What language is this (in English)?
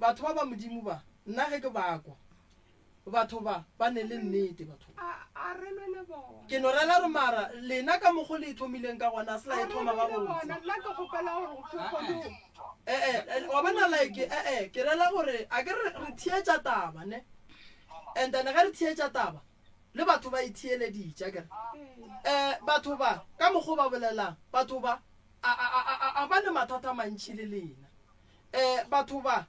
Northern Sotho